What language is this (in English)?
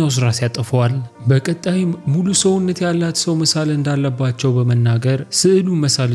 Amharic